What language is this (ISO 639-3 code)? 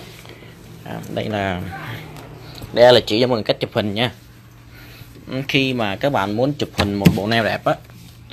vie